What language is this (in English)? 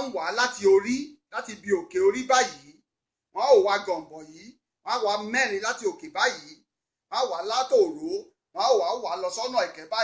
Yoruba